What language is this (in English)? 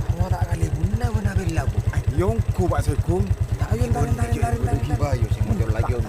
Madurese